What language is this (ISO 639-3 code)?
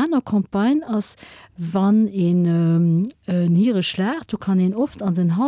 ltz